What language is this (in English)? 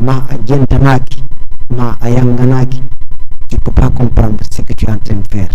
Fula